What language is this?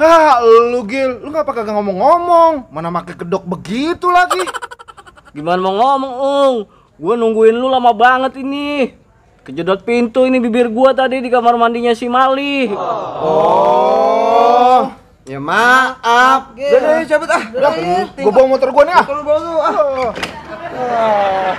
Betawi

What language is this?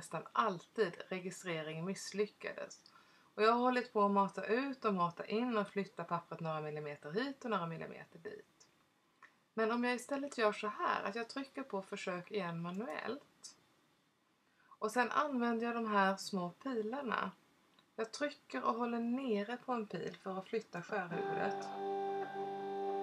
Swedish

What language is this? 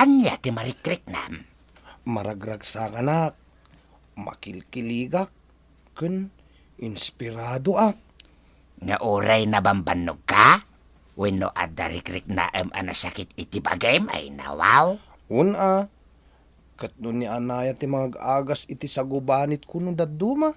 Iloko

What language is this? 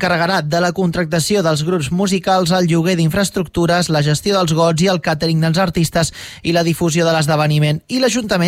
Catalan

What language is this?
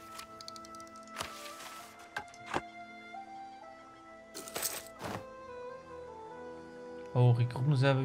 German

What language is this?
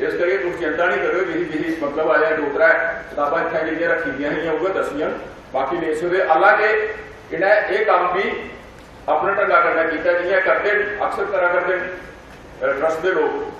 Dogri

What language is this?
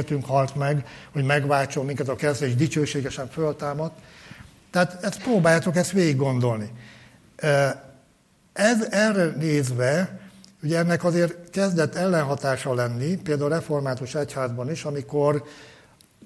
Hungarian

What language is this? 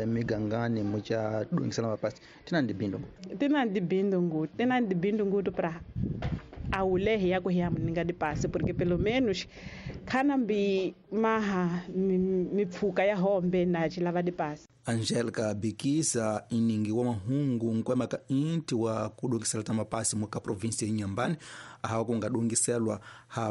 Tsonga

